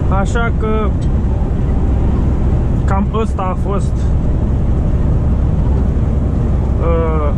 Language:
Romanian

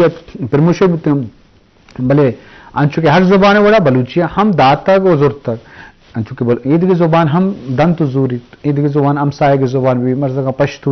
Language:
Eastern Balochi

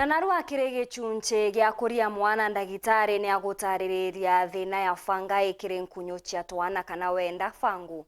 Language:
Meru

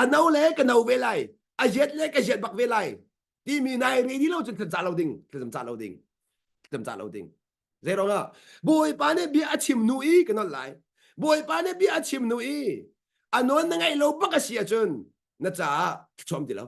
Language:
Hakha Chin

